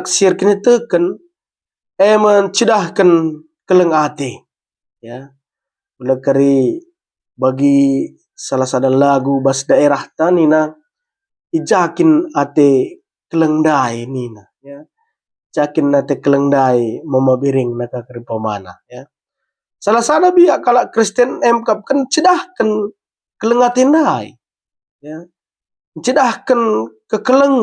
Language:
Batak Karo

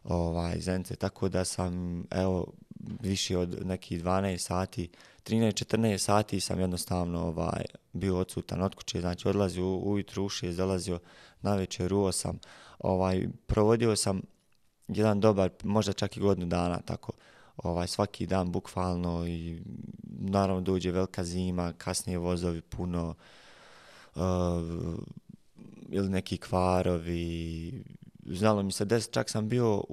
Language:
Bosnian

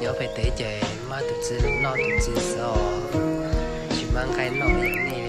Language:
Hmong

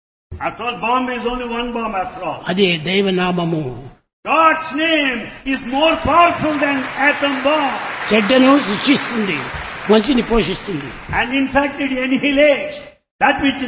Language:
Telugu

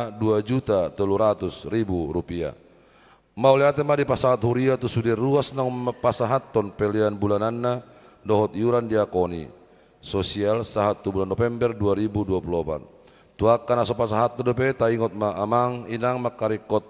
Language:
Batak Toba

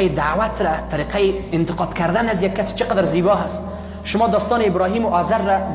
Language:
Persian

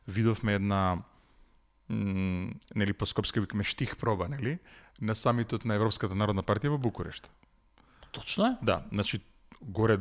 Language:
Macedonian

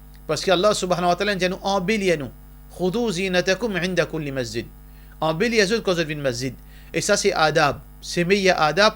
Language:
Morisyen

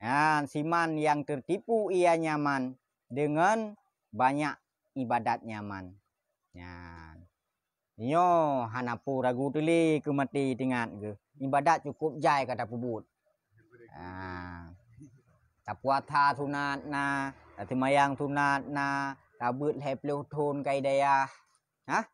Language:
Achinese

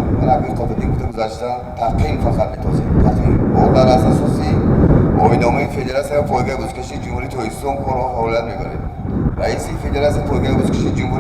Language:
Tajik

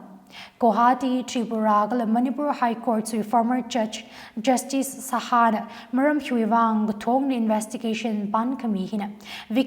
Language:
Tangkhul Naga (India)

